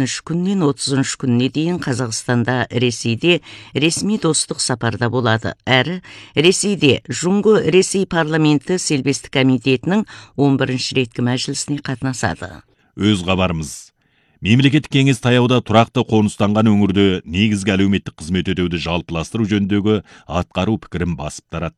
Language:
Kazakh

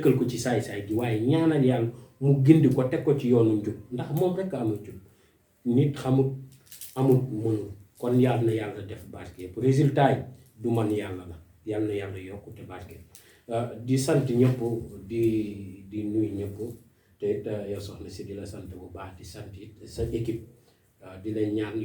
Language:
Wolof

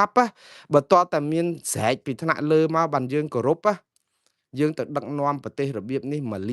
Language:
Khmer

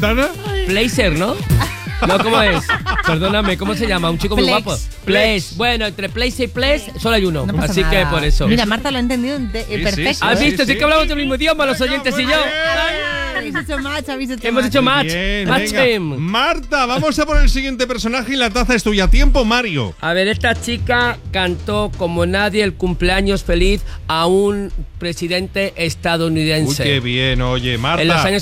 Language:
Spanish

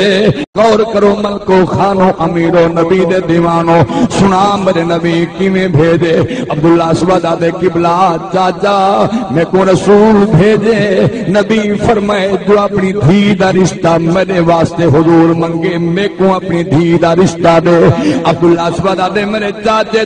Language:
Saraiki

